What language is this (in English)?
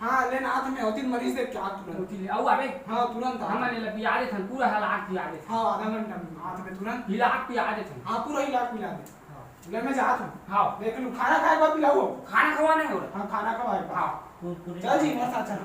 Chhattisgarhi